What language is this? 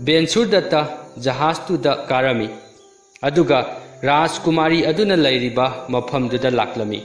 Manipuri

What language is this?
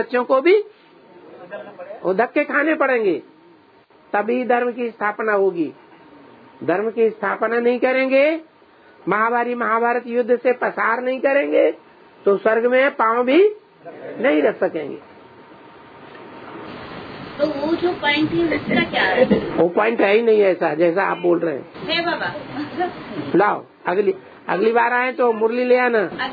Hindi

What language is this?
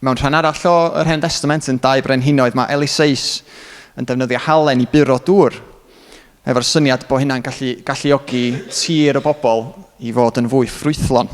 Welsh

